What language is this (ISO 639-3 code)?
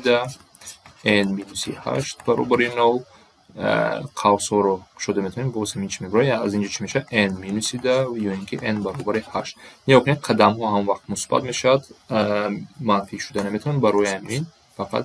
tgk